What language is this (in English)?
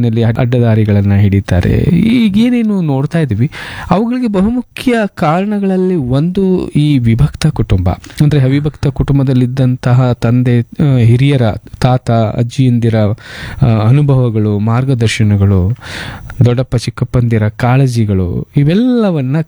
Kannada